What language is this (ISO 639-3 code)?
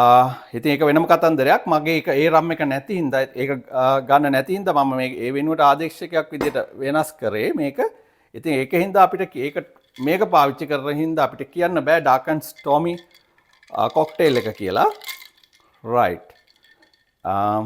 sin